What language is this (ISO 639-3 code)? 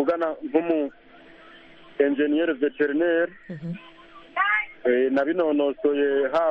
kin